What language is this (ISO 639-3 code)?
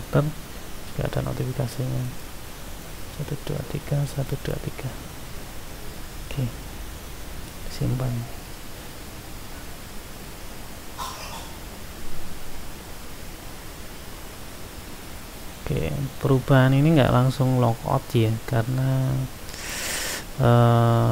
ind